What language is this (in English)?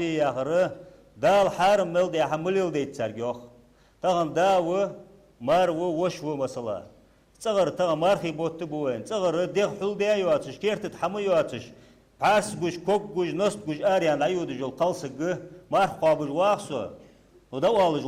Ingush